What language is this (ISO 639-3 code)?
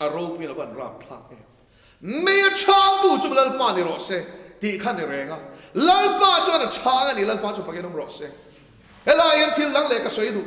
lus